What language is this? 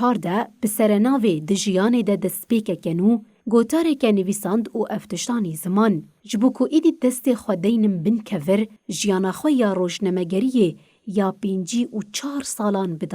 Kurdish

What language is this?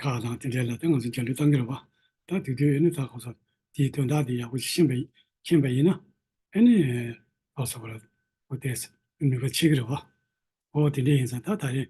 Tibetan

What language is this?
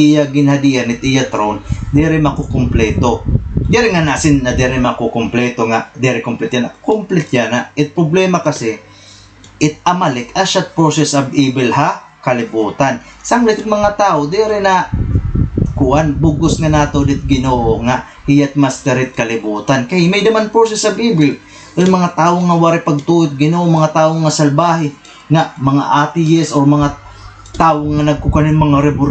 Waray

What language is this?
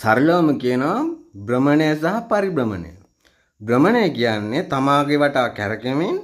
Sinhala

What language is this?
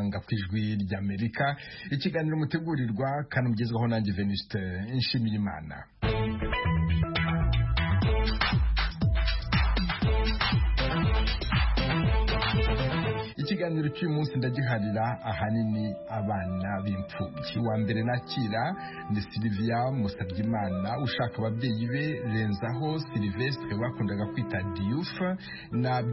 Kinyarwanda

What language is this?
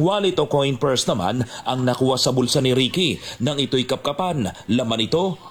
Filipino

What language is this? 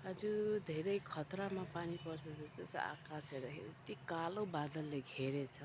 Nepali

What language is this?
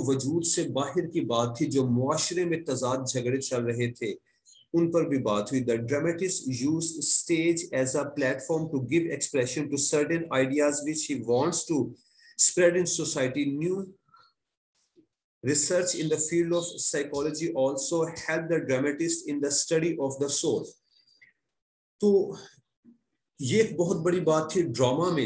Urdu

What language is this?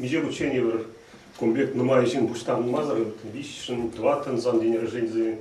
Chuvash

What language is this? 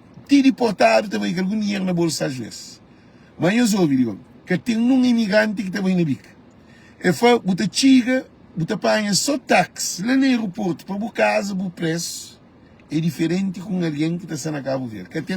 Kabuverdianu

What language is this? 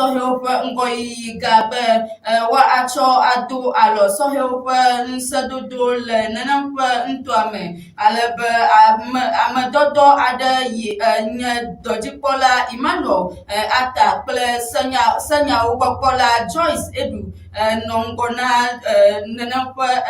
Ewe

